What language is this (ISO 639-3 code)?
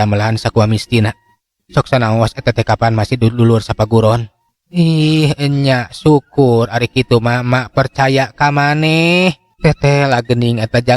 sun